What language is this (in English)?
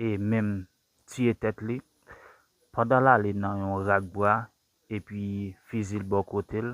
Haitian Creole